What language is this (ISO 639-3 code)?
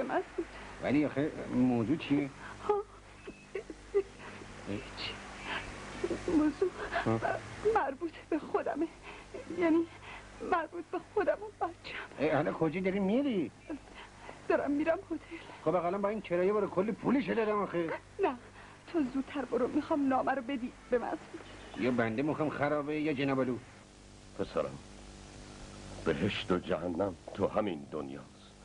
fas